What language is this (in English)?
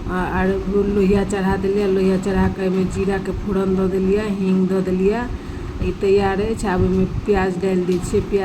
Maithili